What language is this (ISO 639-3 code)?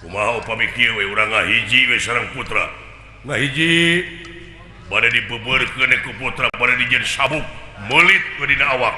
sun